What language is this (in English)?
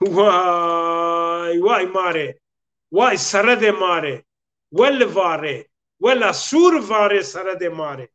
Zaza